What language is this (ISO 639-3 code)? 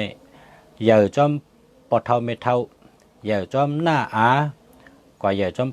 shn